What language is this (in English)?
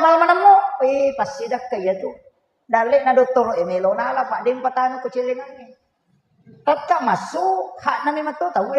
Buginese